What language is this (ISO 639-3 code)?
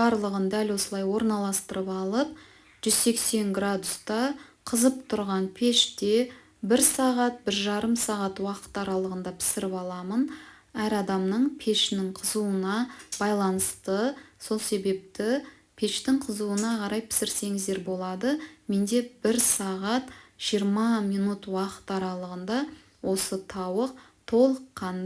kaz